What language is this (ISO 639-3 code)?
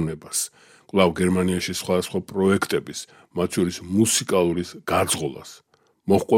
kat